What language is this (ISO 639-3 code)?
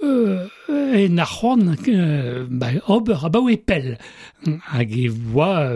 bre